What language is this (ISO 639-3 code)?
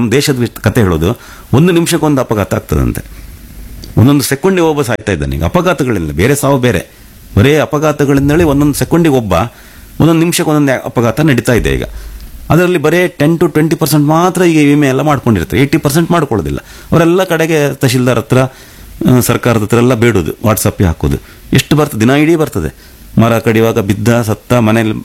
kan